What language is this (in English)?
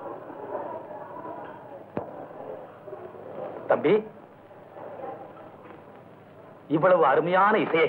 Tamil